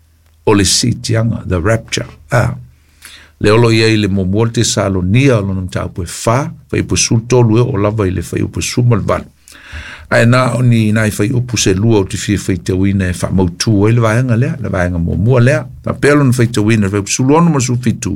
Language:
Samoan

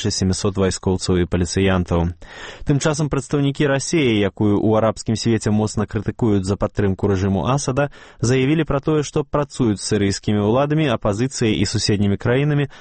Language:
Belarusian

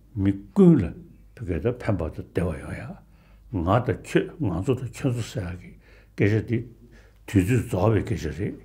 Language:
Tibetan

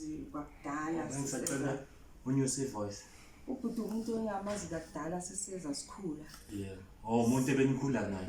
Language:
Zulu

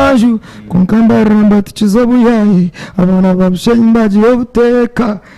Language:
Nyankole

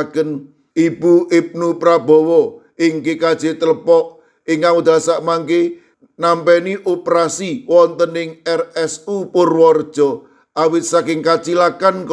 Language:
Javanese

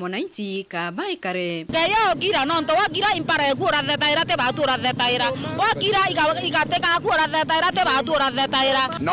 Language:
Meru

